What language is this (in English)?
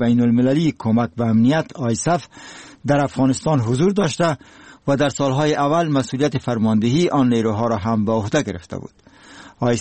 Persian